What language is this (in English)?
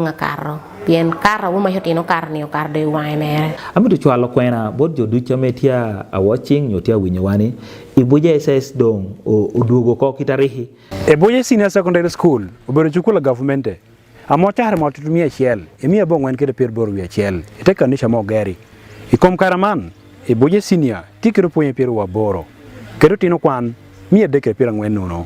Acoli